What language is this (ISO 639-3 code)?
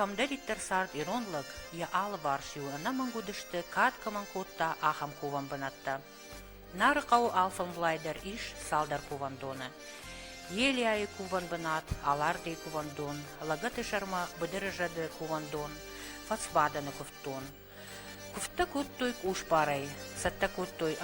oss